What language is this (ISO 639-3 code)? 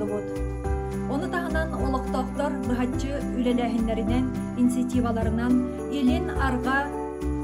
sah